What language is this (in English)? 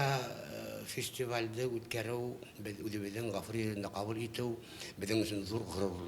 Bashkir